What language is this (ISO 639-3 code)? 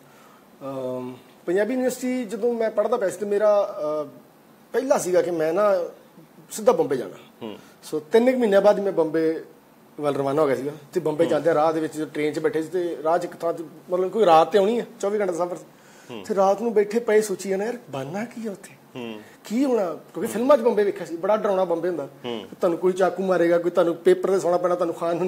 pan